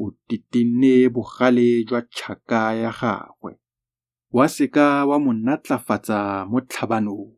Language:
Tswana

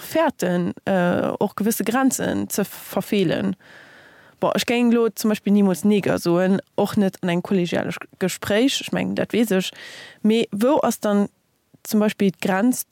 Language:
Luxembourgish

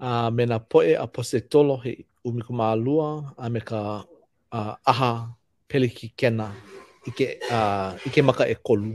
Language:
Hawaiian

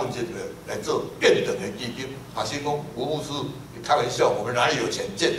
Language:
Chinese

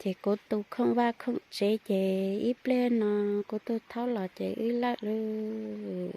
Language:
Hmong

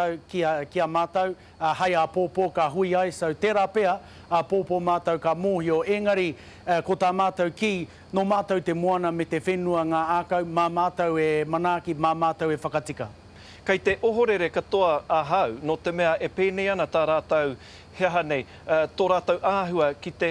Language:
Māori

